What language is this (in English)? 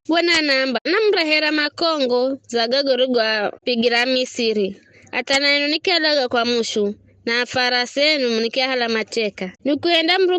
Giryama